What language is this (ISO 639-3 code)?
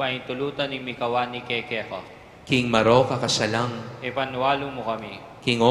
pam